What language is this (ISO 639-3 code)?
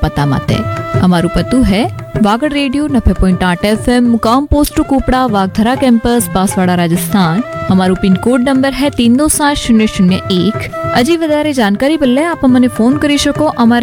guj